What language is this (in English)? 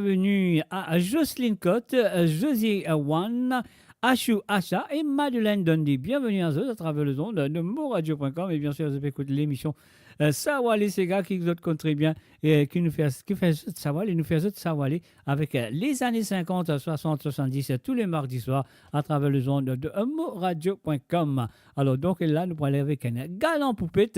Morisyen